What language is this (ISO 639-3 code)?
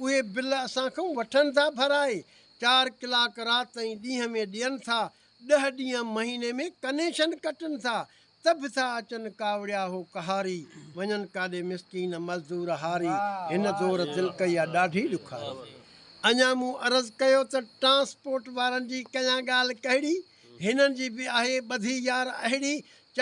snd